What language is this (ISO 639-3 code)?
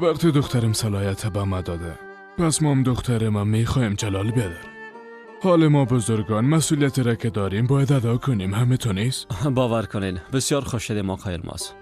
fas